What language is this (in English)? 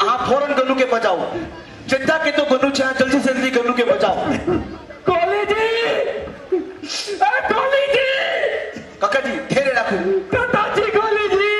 Maithili